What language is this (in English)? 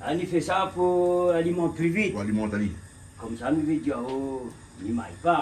Réunion Creole French